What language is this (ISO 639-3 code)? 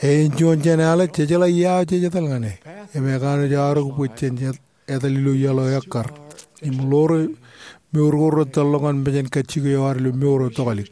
mah